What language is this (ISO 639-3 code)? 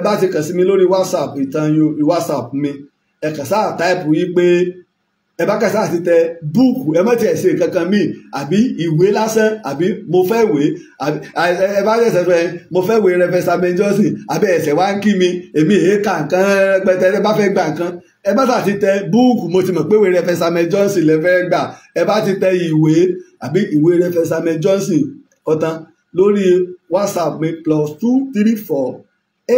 yor